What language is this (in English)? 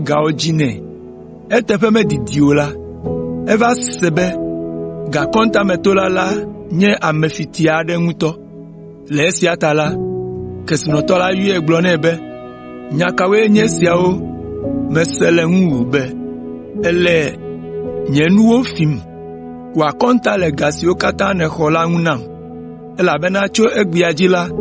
Ewe